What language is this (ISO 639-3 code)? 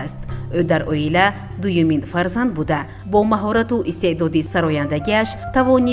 tgk